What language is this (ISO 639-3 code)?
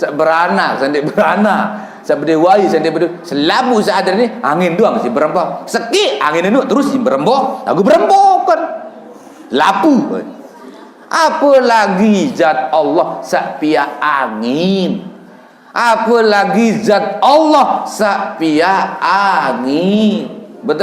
sas